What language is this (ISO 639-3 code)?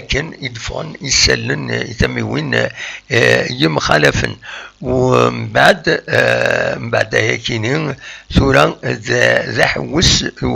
kab